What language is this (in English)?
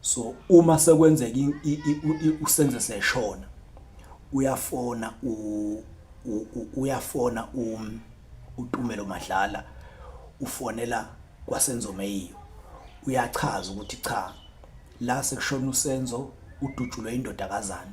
Zulu